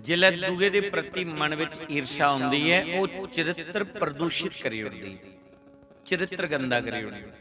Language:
Dogri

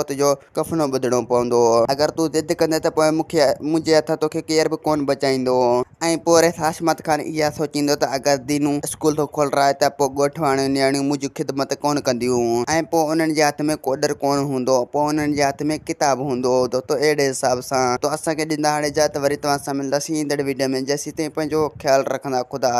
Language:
Sindhi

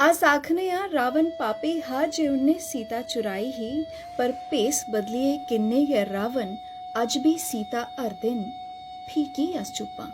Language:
Dogri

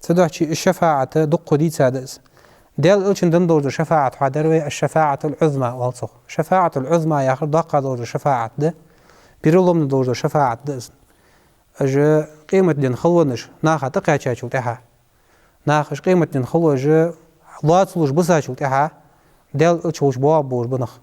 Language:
Ingush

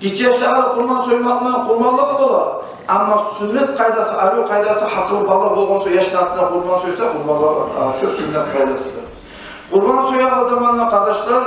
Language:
Kumyk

